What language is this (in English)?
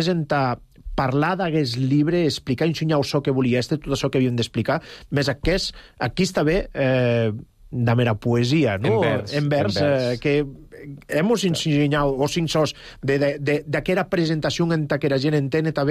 Catalan